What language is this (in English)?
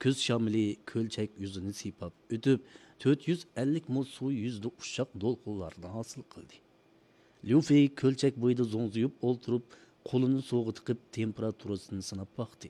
Uyghur